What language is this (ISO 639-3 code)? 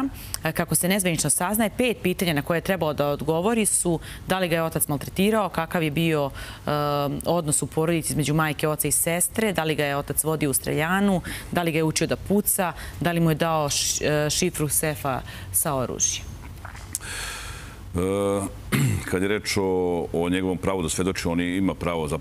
srp